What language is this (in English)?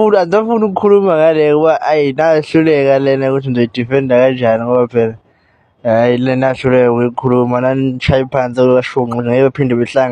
Zulu